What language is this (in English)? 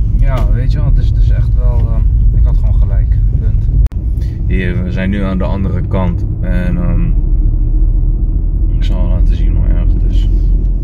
Dutch